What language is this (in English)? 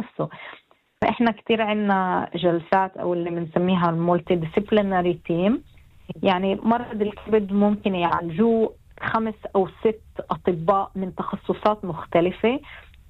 North Levantine Arabic